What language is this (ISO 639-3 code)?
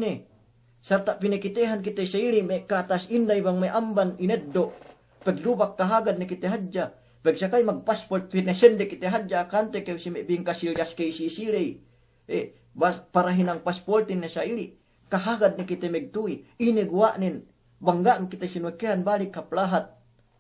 yka